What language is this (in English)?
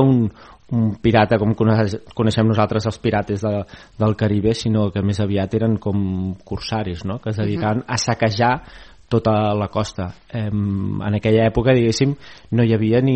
Catalan